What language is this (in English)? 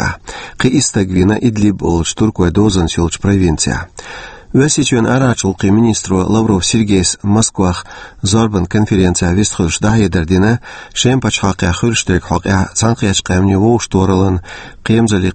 Chechen